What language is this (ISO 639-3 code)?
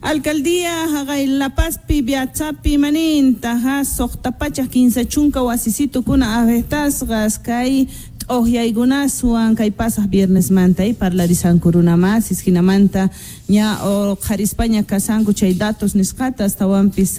quh